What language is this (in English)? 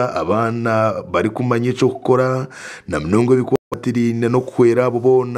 Nyankole